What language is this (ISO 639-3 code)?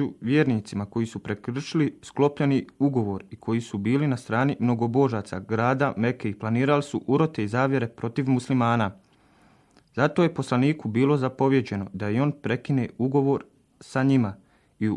bos